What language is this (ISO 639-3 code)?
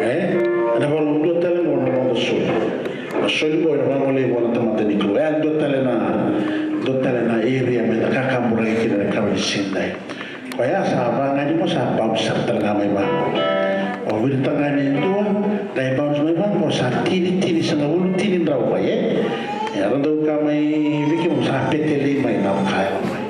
fij